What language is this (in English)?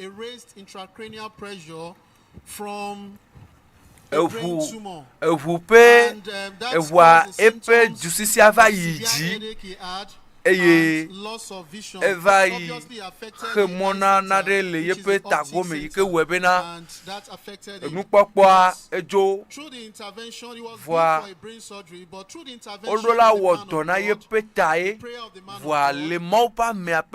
Ewe